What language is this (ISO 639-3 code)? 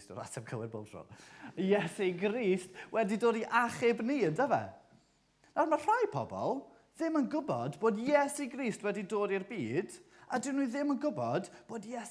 cym